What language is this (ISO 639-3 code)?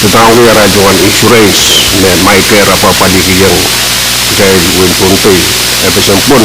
pon